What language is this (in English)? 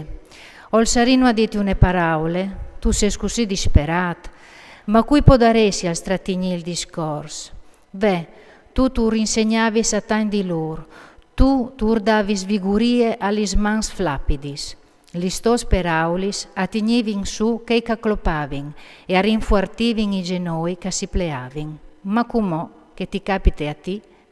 Friulian